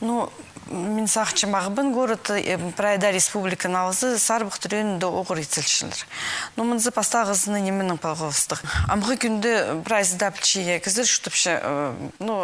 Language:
Khakas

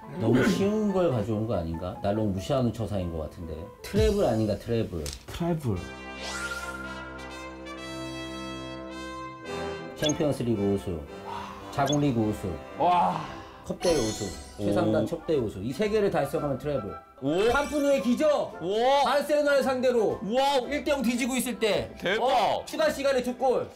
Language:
Korean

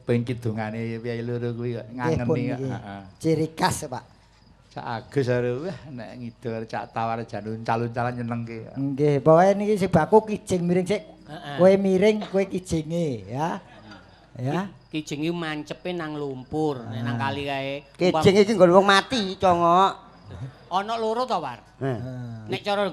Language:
Javanese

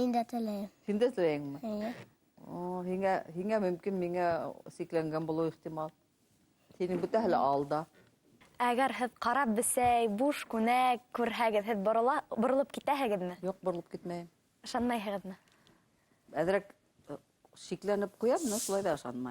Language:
Bashkir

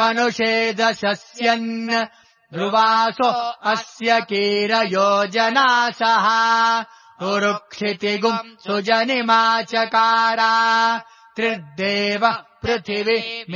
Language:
Sanskrit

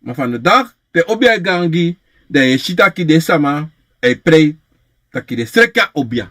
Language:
Sranan Tongo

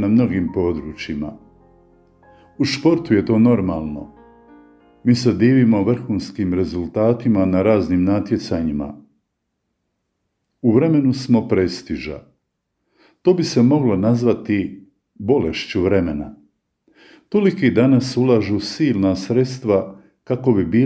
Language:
Croatian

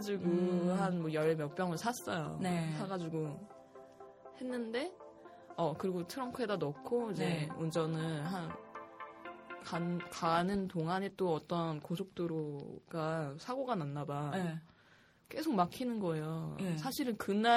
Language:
Korean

